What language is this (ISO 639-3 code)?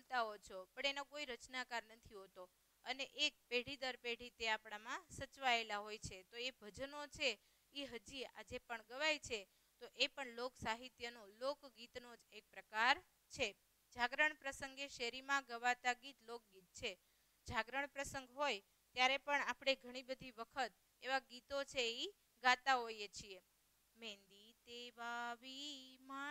guj